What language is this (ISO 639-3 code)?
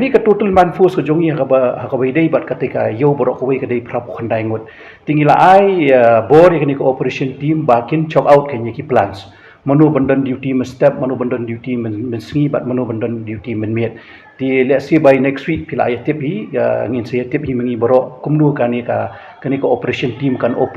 kha